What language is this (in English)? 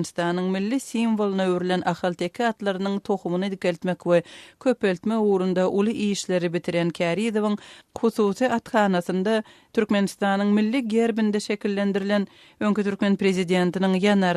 Turkmen